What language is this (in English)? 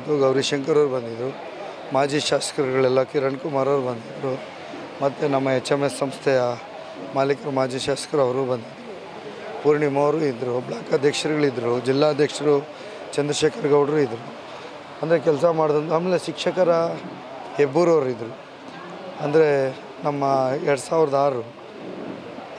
Kannada